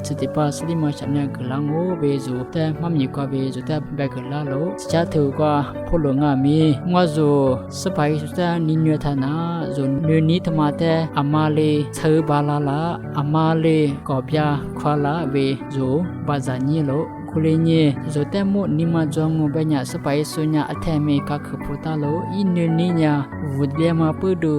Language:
Lisu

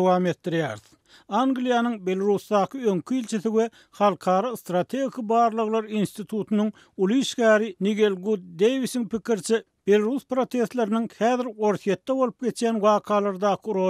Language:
Turkmen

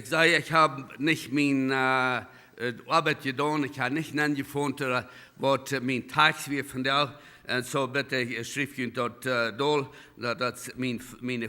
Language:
Plautdietsch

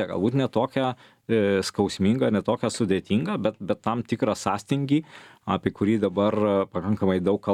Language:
Lithuanian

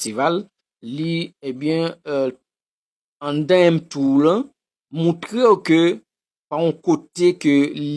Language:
Haitian Creole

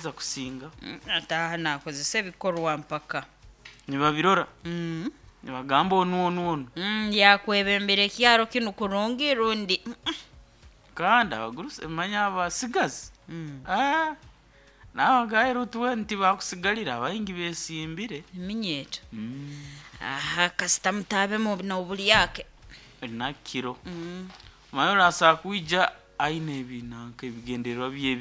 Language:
Nyoro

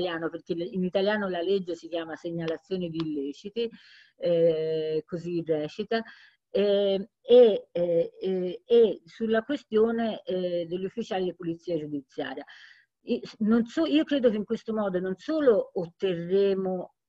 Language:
Italian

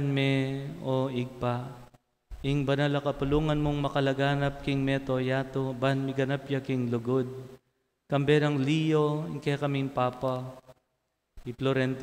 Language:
Pampanga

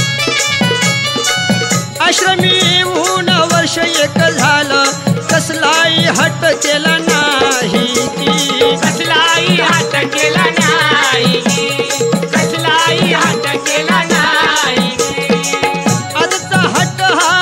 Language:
Marathi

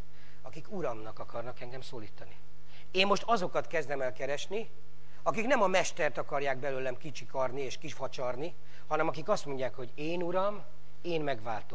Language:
Hungarian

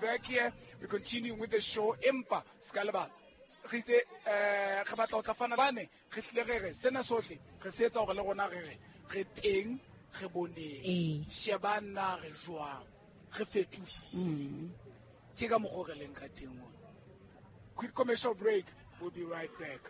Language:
Southern Sotho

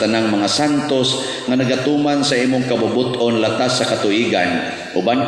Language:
Cebuano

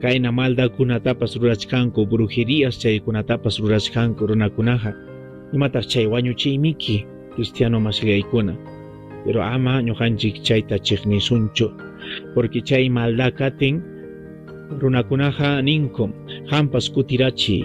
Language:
Ayacucho Quechua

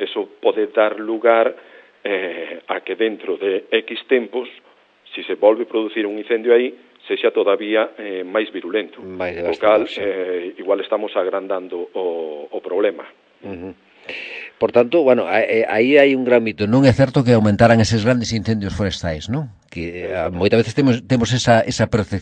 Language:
Galician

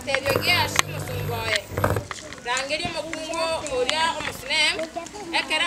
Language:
Gusii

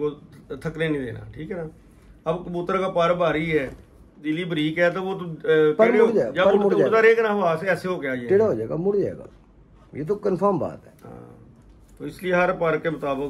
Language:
Hindi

